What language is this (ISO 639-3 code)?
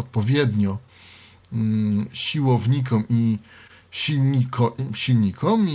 pol